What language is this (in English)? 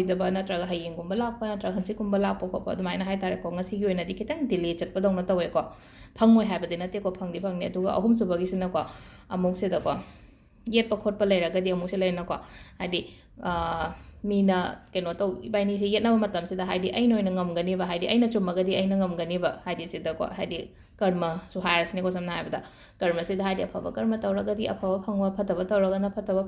Manipuri